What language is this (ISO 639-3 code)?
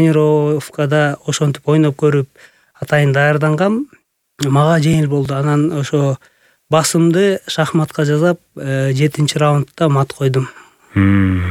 kir